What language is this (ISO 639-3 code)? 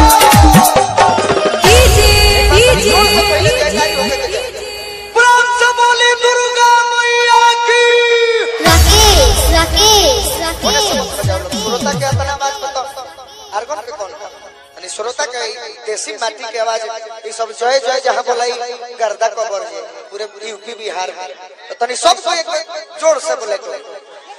bho